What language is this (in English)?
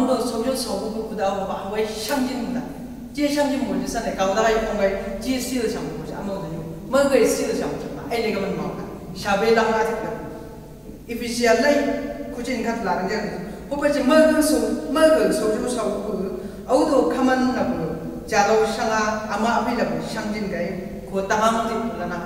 Chang Naga